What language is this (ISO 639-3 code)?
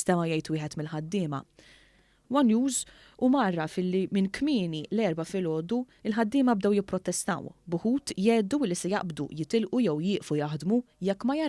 mlt